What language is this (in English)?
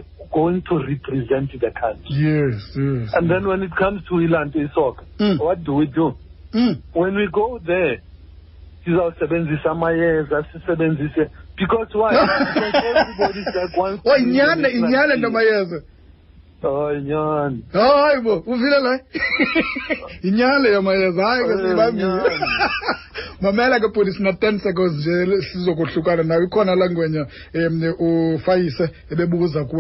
Xhosa